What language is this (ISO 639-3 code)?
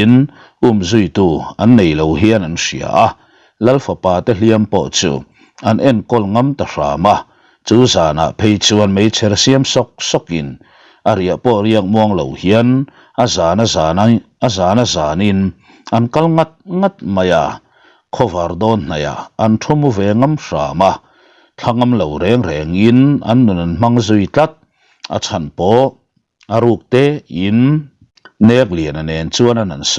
lus